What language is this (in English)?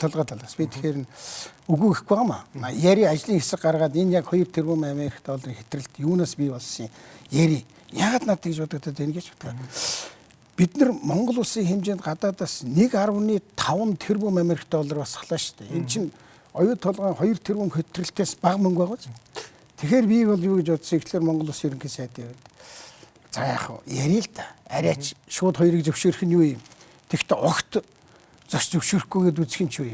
Mongolian